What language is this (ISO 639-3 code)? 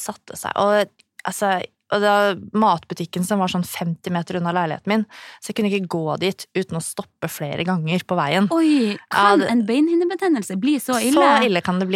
nor